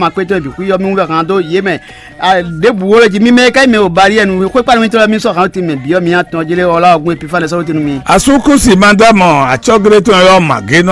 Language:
Fon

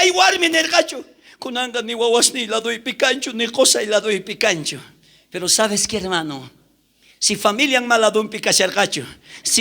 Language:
South Bolivian Quechua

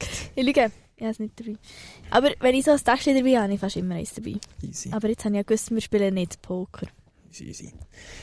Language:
Swiss German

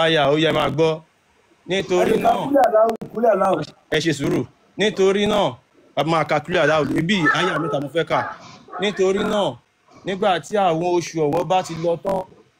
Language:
Yoruba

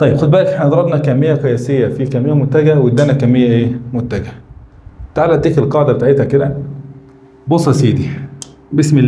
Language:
Egyptian Arabic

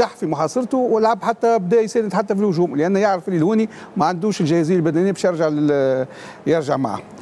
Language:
Tunisian Arabic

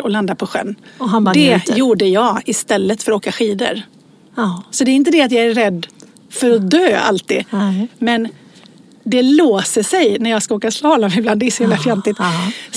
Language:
Swedish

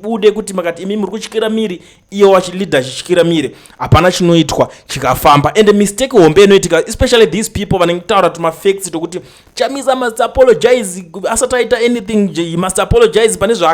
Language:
Shona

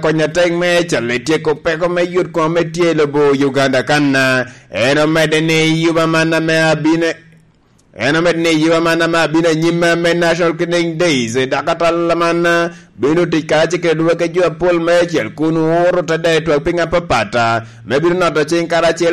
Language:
Lango (Uganda)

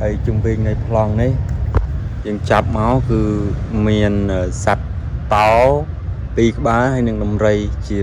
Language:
Khmer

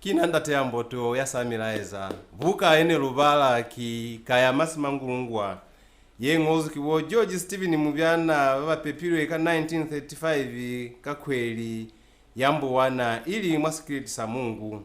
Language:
Lozi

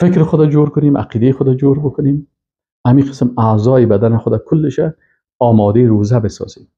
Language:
Persian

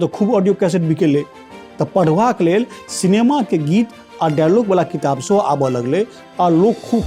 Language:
Maithili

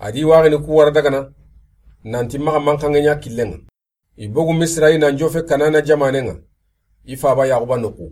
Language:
Soninke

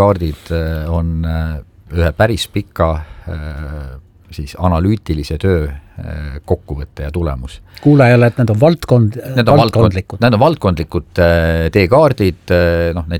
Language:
Estonian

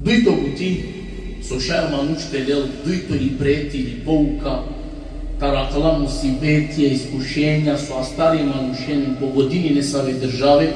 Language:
Balkan Romani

